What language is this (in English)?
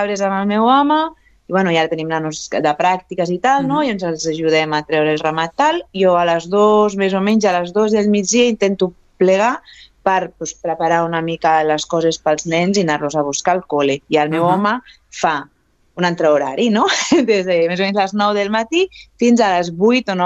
Catalan